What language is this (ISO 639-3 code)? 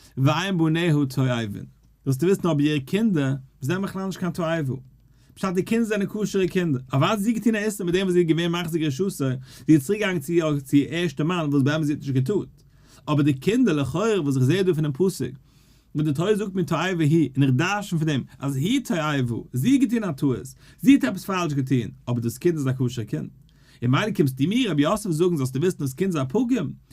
yid